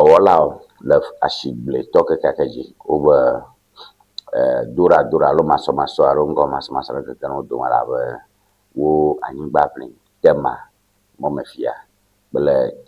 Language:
Ewe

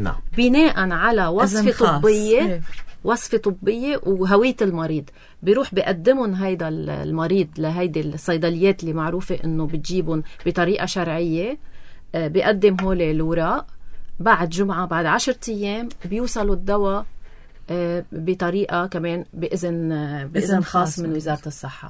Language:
North Levantine Arabic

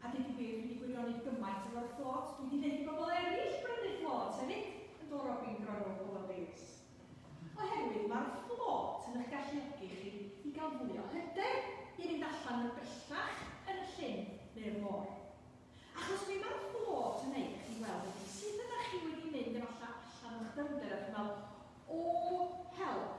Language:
Welsh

